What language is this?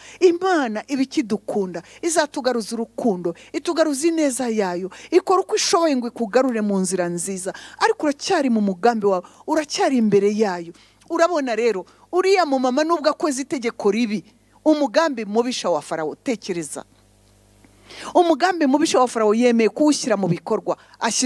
Kinyarwanda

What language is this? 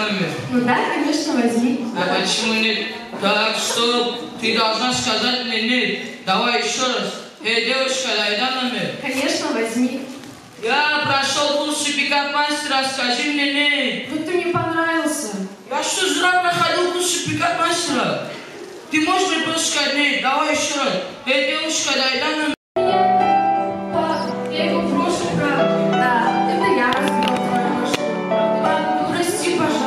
Russian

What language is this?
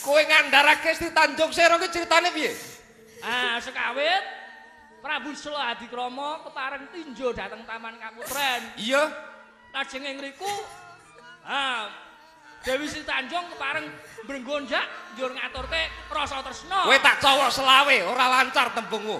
Javanese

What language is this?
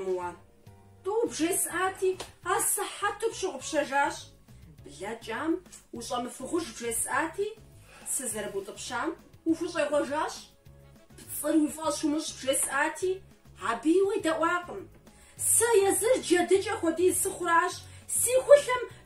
Kabardian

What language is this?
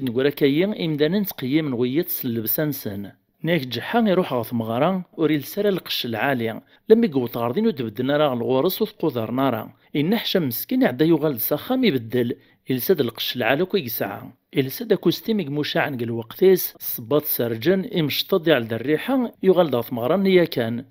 Kabyle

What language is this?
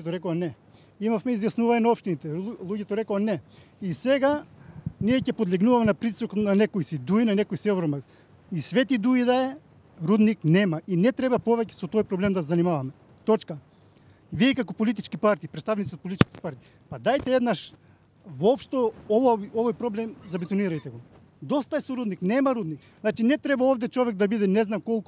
Macedonian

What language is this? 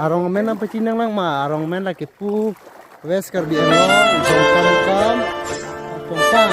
Karbi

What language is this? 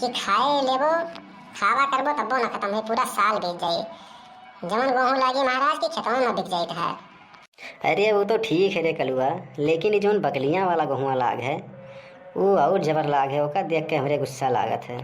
Awadhi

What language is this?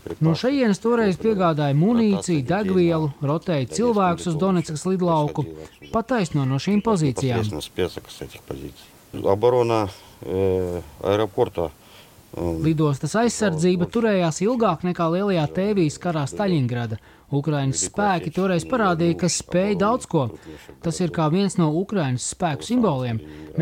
Latvian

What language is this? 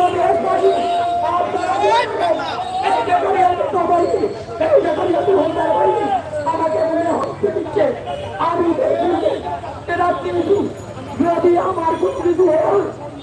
Sylheti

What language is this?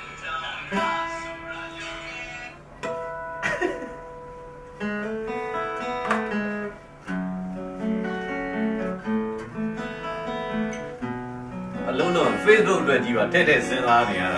Burmese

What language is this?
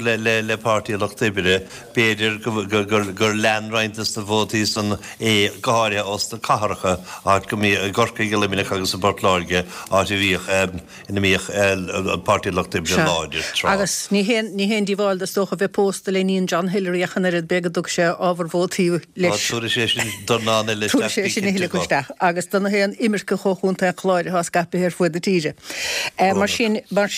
Irish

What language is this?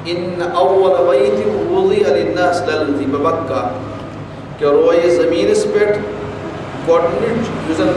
Kashmiri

